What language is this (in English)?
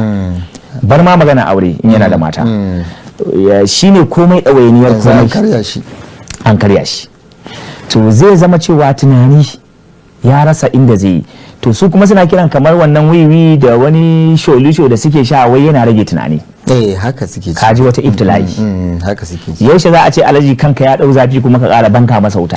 Hausa